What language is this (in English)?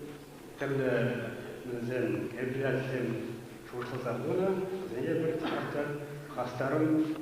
Chuvash